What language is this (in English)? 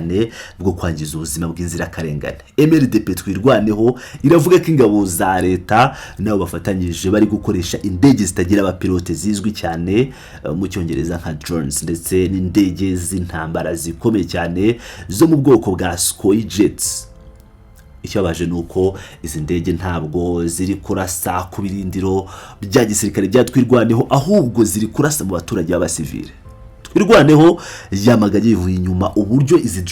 Kinyarwanda